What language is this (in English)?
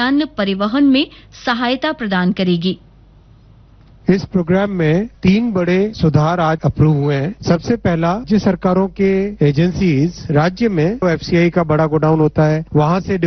Hindi